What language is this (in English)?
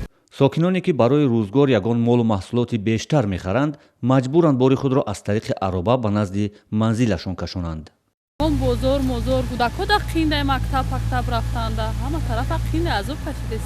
Tajik